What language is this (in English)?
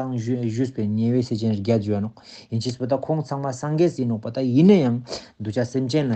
Ladakhi